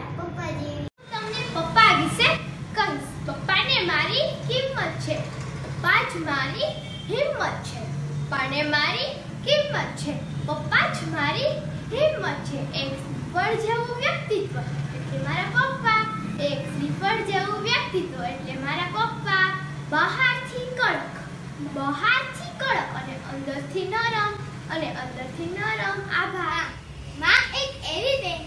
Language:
Gujarati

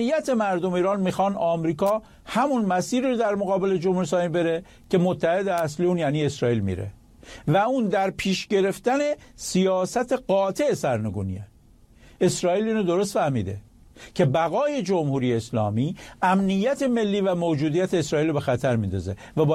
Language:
Persian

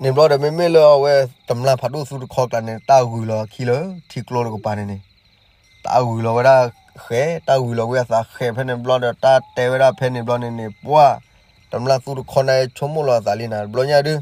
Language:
S'gaw Karen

